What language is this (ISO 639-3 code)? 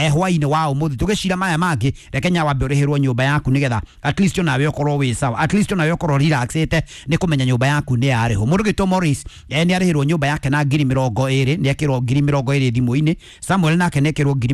kik